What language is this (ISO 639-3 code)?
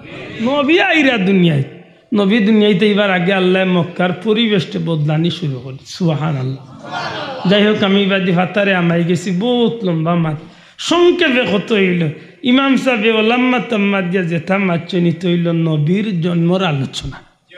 syl